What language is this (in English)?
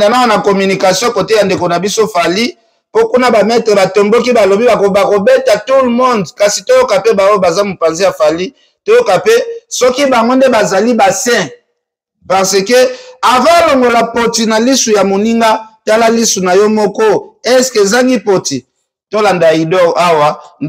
Lingala